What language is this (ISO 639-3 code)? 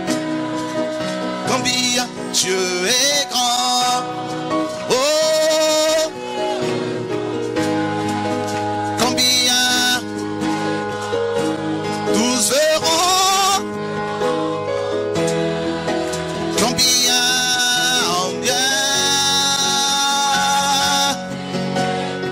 fra